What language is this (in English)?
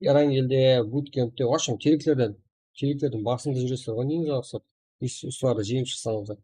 Kara-Kalpak